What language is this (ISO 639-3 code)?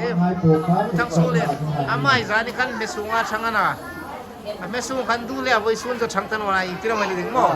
hmr